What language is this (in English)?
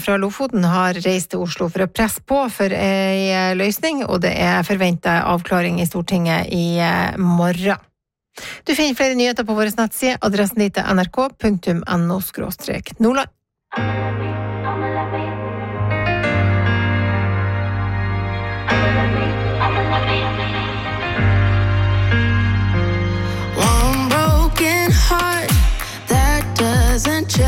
Norwegian